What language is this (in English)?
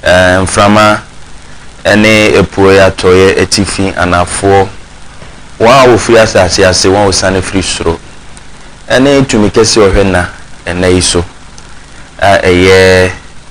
Akan